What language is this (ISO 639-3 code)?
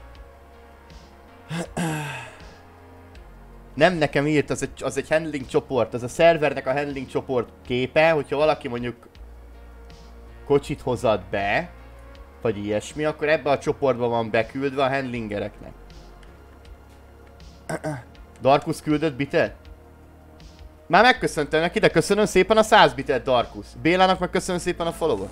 hun